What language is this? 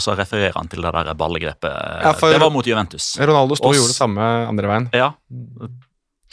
Norwegian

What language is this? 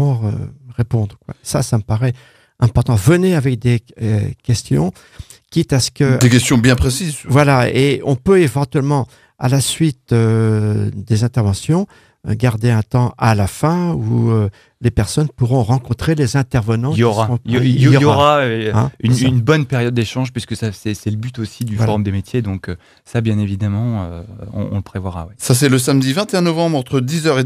French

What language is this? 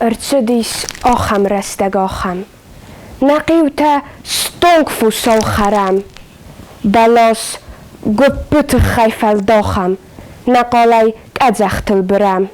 Ossetic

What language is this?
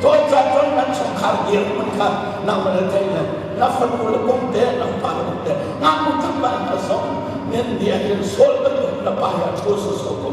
Hakha Chin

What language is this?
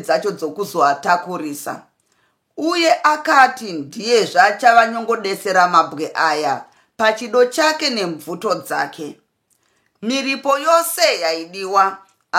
Shona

